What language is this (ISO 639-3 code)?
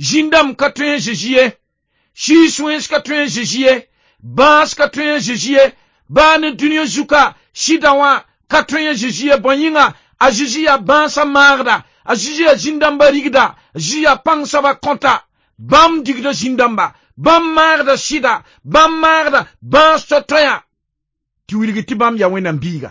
mos